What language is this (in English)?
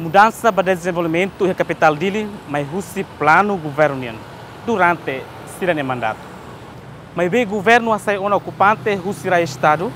Tetum